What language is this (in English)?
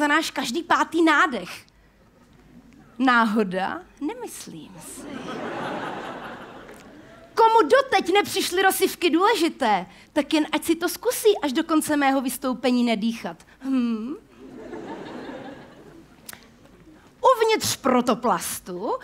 Czech